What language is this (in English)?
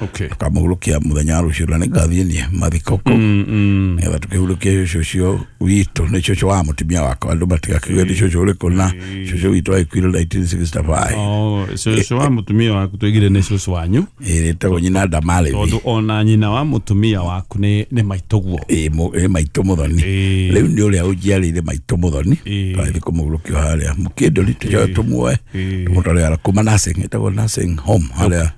Kikuyu